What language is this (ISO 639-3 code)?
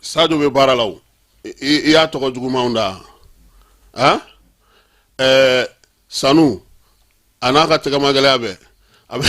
bam